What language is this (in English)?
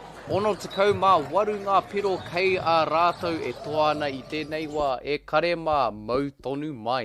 Māori